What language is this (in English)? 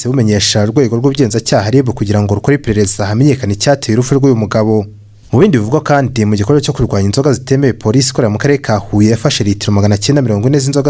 Kinyarwanda